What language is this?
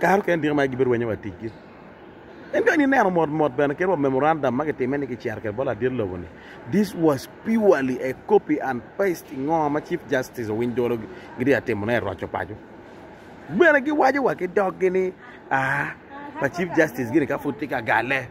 Acoli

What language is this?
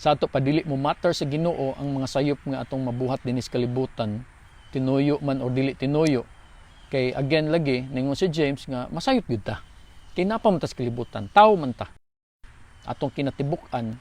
Cebuano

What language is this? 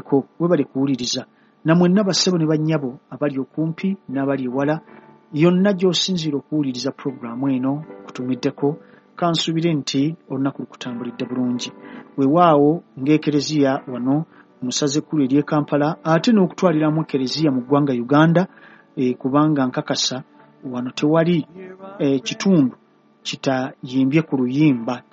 Ganda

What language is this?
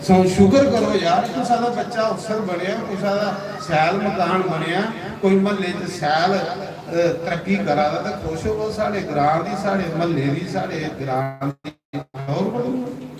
Dogri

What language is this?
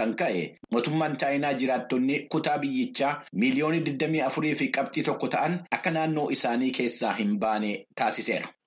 Oromo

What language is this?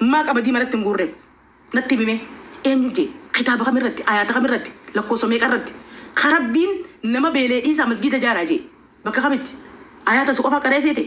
Oromo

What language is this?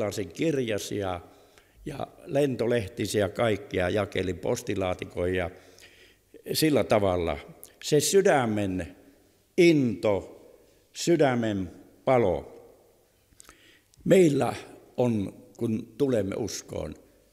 Finnish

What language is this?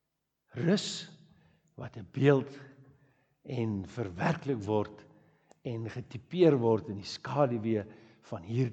Afrikaans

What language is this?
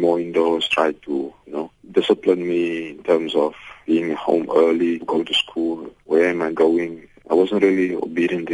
English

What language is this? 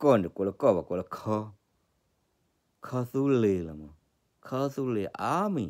S'gaw Karen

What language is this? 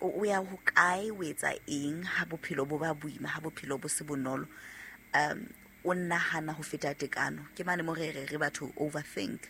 Southern Sotho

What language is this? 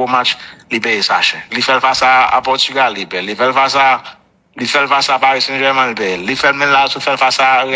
Haitian Creole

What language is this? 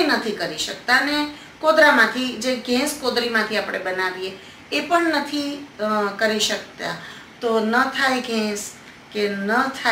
Gujarati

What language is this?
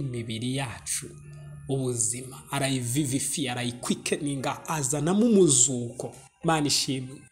Kinyarwanda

